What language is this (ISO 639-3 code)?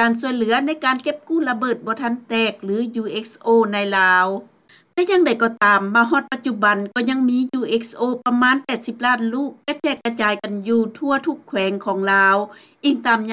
lao